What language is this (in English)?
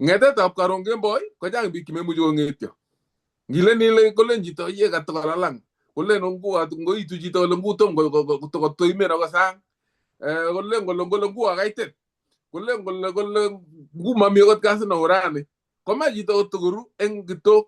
Kalenjin